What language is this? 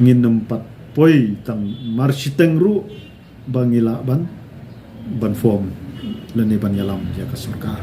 Khasi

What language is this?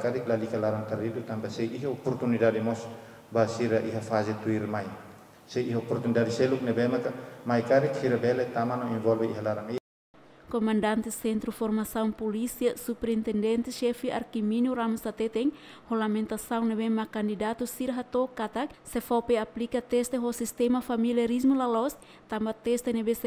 Tetum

